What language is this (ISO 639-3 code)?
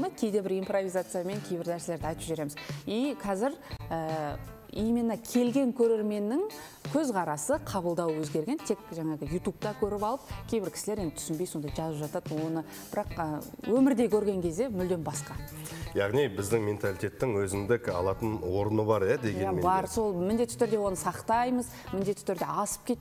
kaz